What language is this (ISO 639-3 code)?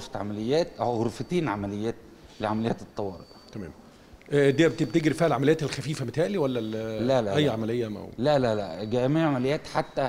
arz